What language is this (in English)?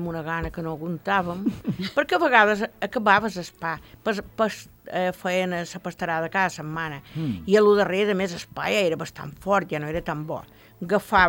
Catalan